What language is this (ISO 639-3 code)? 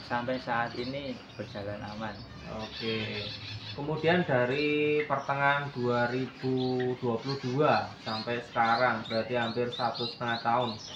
ind